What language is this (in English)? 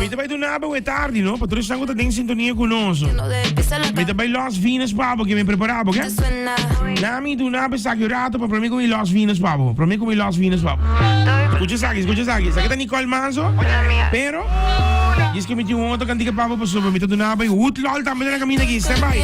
Papiamento